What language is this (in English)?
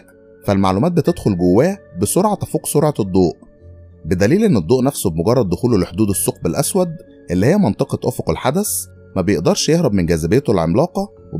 Egyptian Arabic